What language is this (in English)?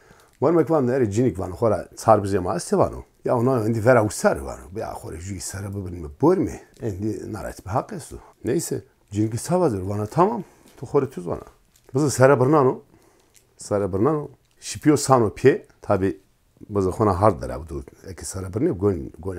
Zaza